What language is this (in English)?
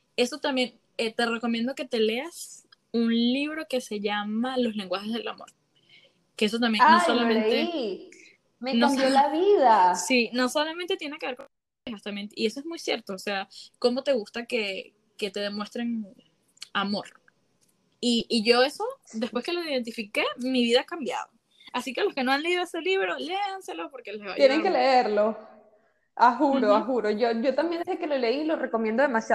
Spanish